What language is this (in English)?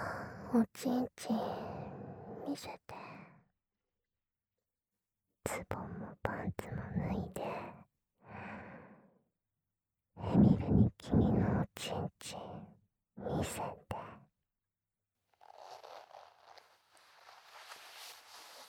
Japanese